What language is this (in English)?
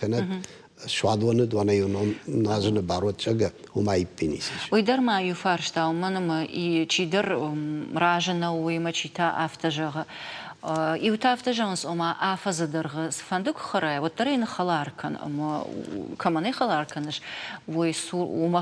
Ossetic